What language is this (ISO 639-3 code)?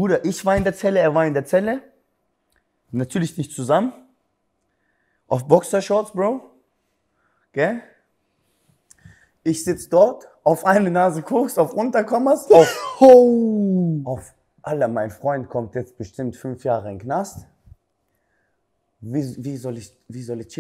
deu